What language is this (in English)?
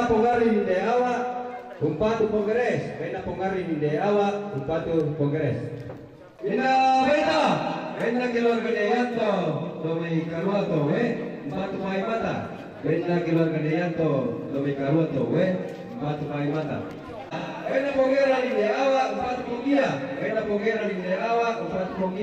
Toraja-Sa'dan